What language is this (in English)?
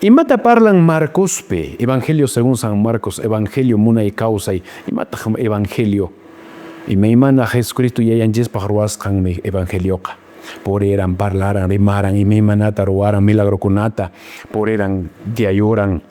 Quechua